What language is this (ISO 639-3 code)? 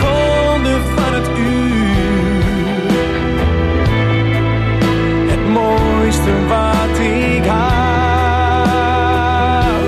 nld